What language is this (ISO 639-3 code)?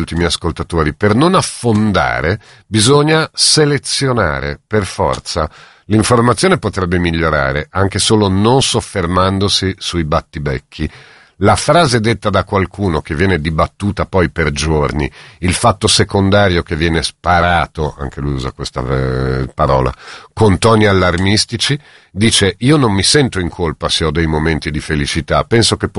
ita